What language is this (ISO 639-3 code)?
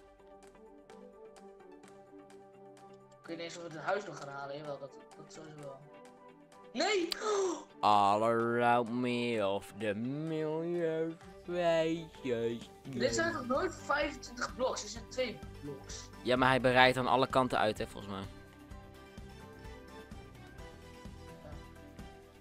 nld